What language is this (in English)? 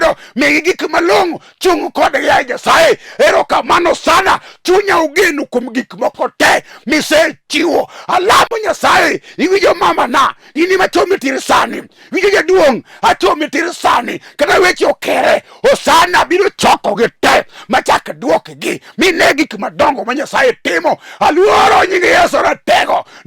Luo (Kenya and Tanzania)